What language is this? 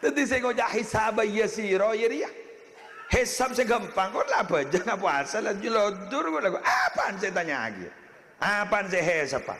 Madurese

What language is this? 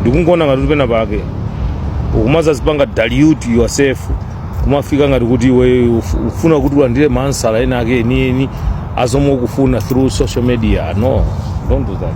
Nyanja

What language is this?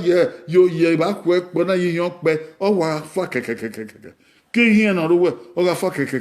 Bini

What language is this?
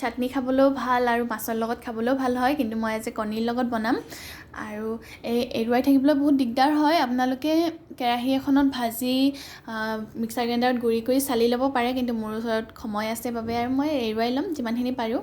Assamese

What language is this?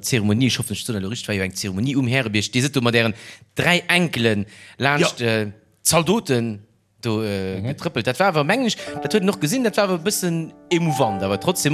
Luxembourgish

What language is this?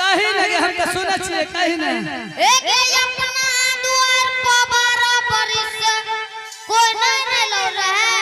Angika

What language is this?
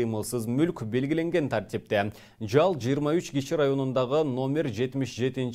Kyrgyz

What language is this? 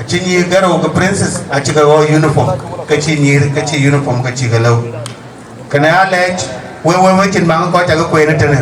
Dinka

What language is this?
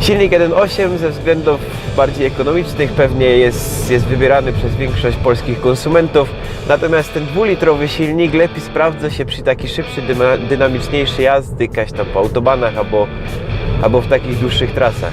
Silesian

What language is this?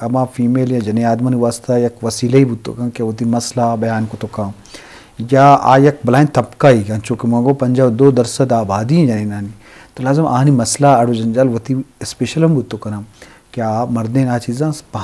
Eastern Balochi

